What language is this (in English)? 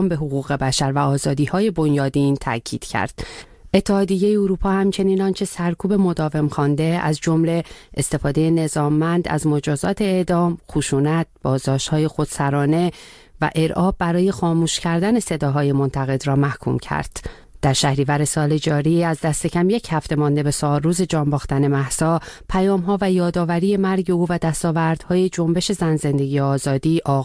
Persian